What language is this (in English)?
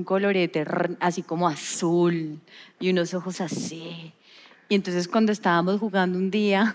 Spanish